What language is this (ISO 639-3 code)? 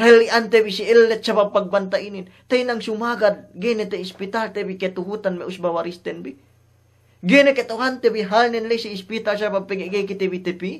yka